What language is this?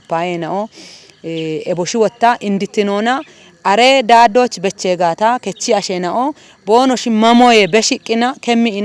Kafa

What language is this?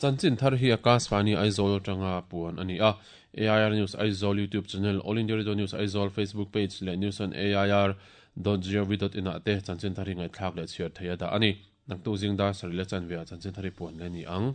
Mizo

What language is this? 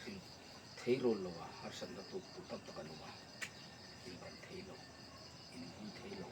Hmar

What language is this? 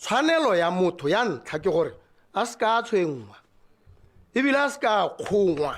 Tswana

